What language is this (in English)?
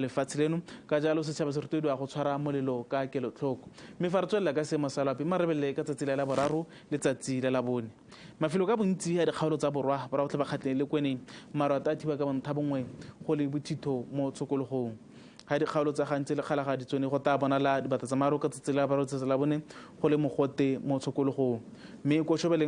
Tswana